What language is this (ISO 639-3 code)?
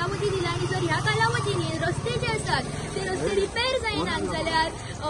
kok